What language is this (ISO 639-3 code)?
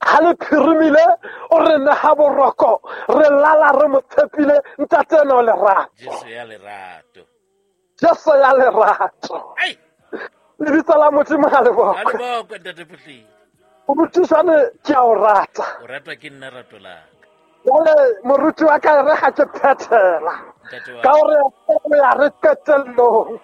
sot